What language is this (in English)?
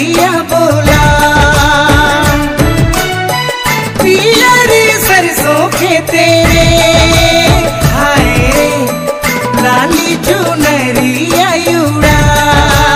Bhojpuri